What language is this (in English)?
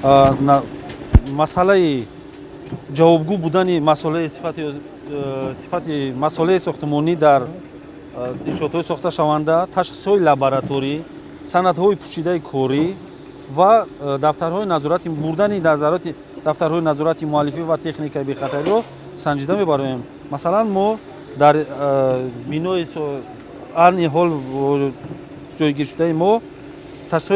Tajik